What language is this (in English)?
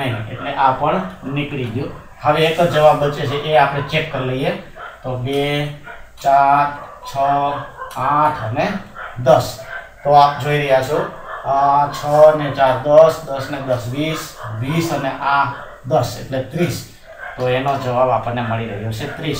Gujarati